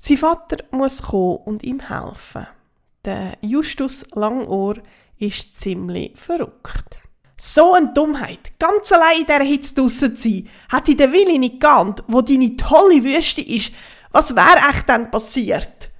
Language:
Swiss German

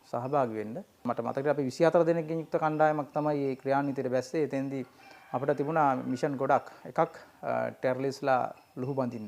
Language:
Sinhala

